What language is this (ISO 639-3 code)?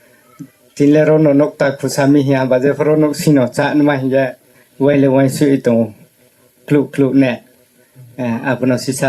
ria